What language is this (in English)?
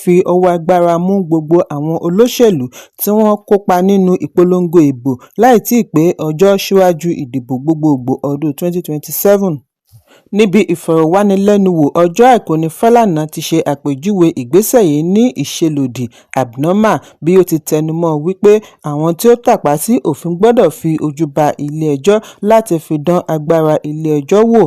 Yoruba